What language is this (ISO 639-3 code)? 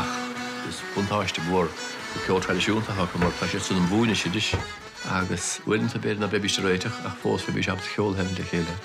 gle